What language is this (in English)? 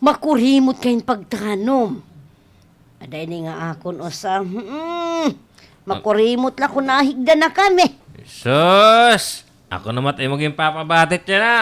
Waray